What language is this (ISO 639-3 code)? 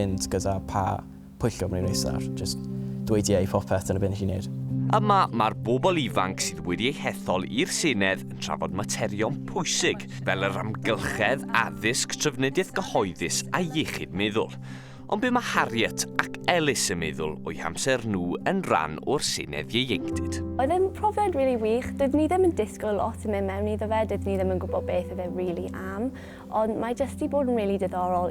cym